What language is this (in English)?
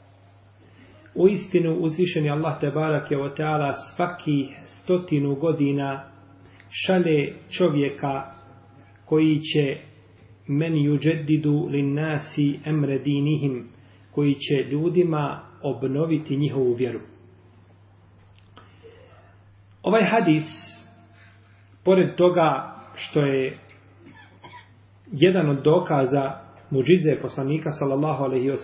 Bosnian